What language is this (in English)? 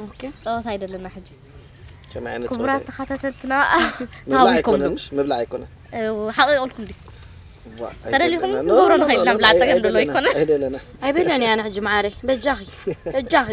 Tigrinya